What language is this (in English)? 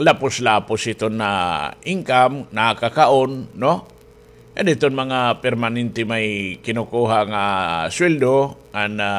Waray